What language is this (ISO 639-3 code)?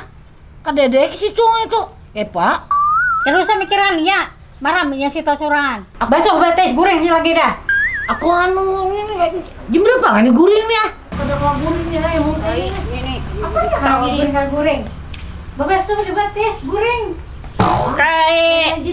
bjn